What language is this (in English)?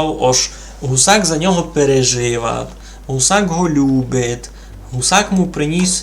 Rusyn